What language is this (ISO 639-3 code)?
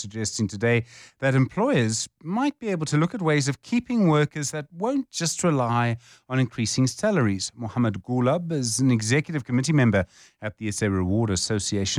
eng